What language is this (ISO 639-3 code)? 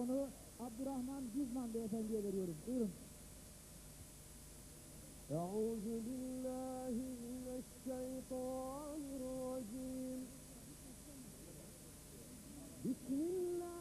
tur